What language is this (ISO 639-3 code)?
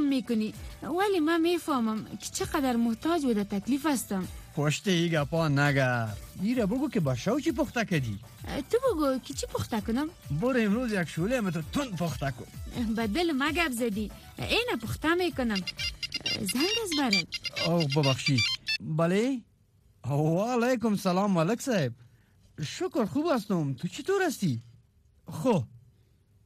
fas